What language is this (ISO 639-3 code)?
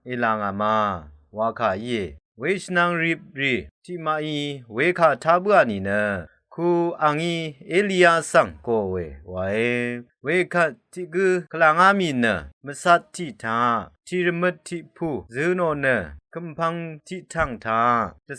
raw